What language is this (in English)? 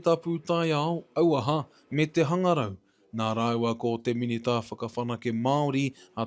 Māori